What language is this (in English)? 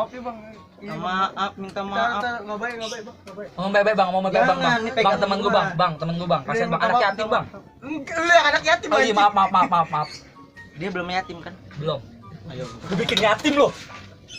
Betawi